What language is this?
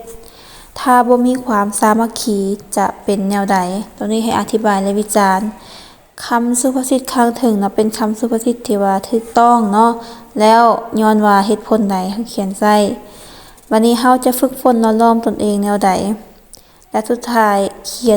Lao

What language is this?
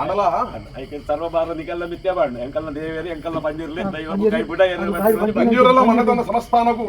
Tulu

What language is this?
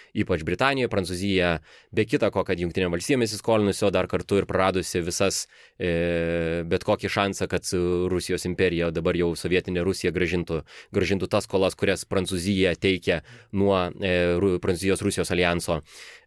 Lithuanian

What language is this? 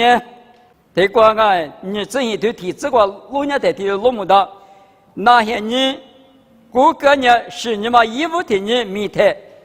Lisu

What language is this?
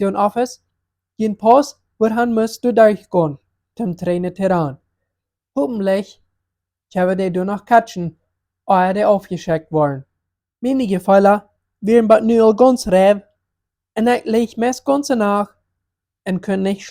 Plautdietsch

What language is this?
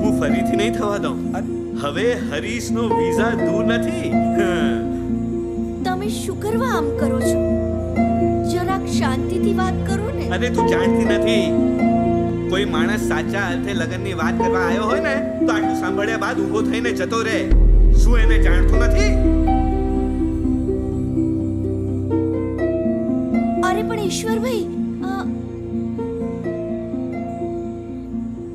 Gujarati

